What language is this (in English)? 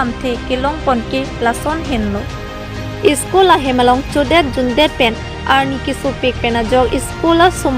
Karbi